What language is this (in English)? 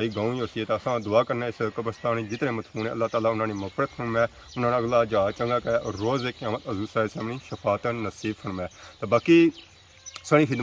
Pahari-Potwari